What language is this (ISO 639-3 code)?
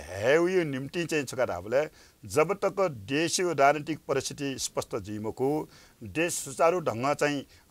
new